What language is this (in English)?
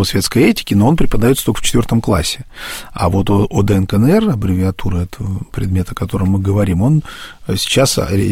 Russian